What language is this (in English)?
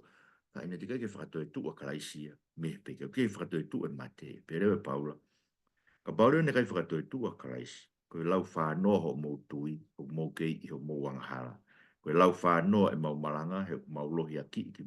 Tongan